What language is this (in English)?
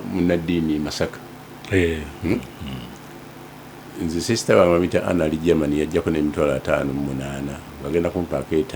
Ganda